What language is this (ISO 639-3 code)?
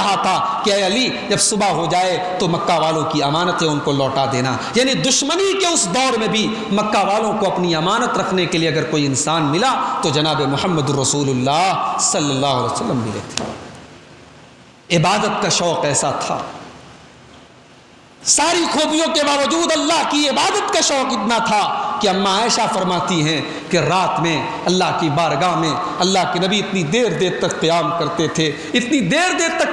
urd